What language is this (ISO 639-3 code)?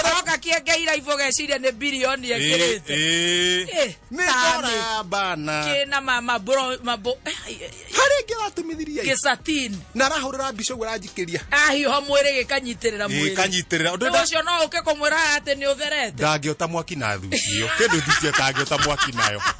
kik